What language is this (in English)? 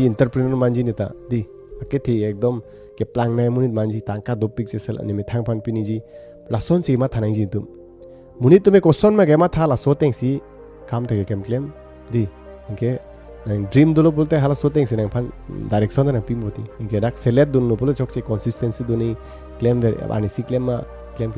Karbi